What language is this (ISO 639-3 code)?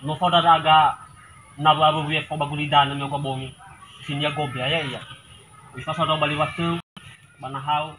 nia